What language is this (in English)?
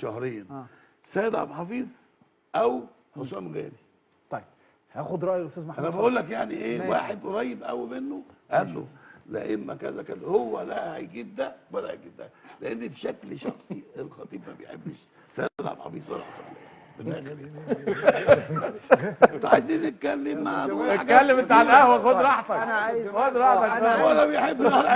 Egyptian Arabic